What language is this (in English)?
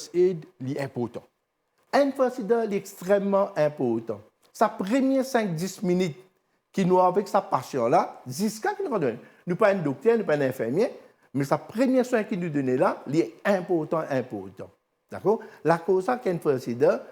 Morisyen